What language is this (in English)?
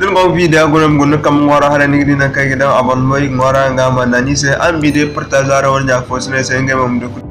Zarma